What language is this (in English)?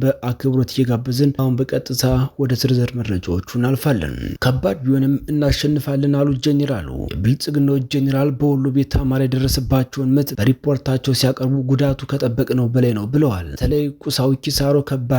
Amharic